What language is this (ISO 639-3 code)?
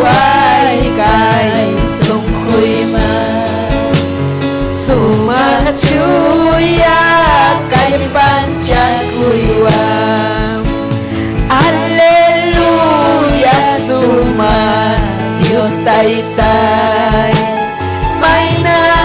quy